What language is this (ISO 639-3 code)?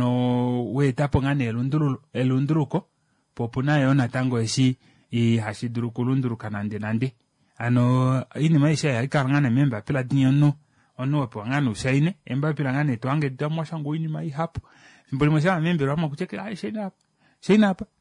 kua